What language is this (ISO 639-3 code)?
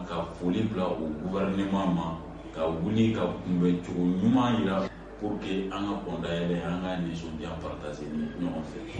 bam